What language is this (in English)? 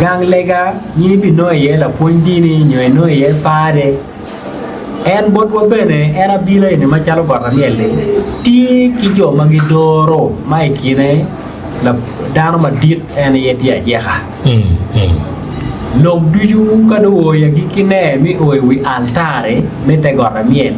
Acoli